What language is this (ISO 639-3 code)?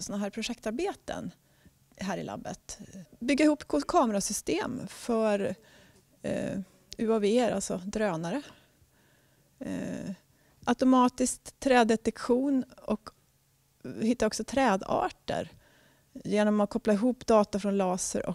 swe